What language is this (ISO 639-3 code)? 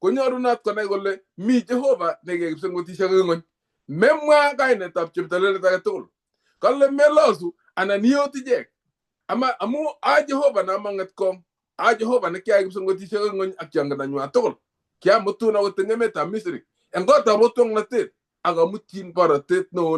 kln